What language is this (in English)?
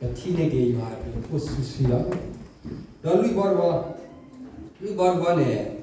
S'gaw Karen